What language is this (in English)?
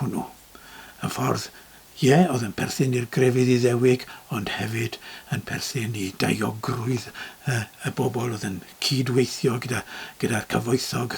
Welsh